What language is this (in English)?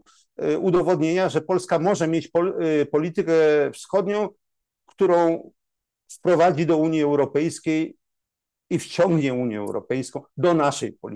Polish